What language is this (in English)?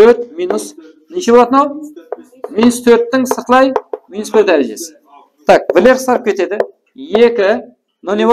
Kara-Kalpak